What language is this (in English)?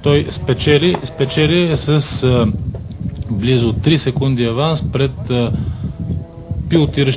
Bulgarian